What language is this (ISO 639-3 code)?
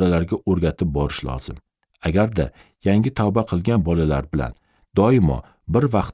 uzb